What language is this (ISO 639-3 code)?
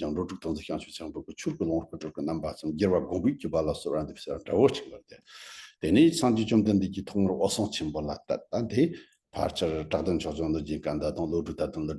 bod